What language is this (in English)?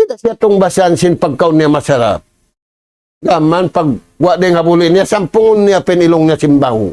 Tausug